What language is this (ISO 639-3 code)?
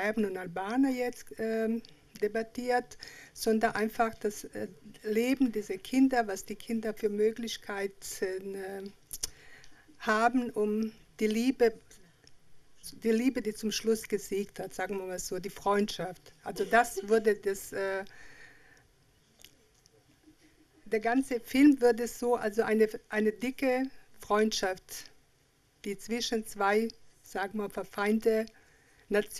deu